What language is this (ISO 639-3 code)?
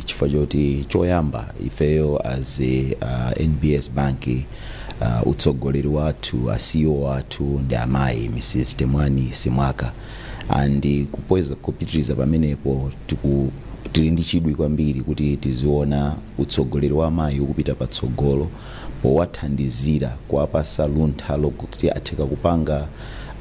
nya